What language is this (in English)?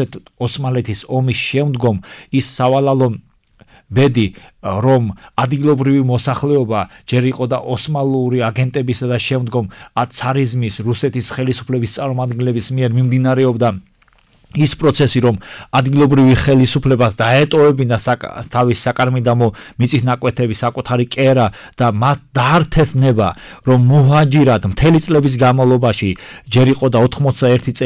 Georgian